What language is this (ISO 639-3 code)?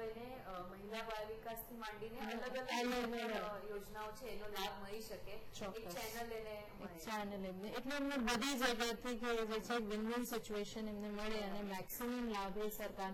guj